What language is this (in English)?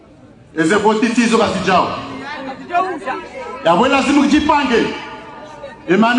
Swahili